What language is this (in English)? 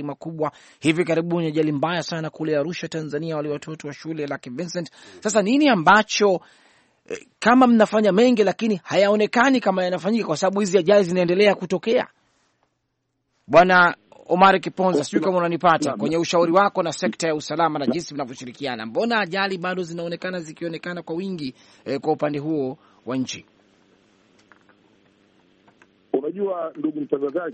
Swahili